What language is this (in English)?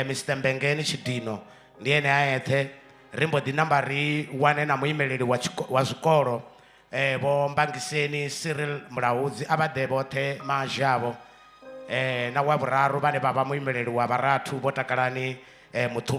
Venda